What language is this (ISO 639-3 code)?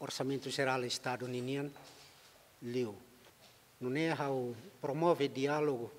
tet